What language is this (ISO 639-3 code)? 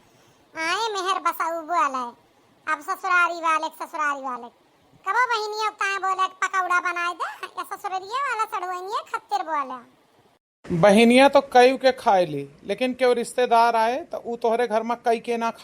awa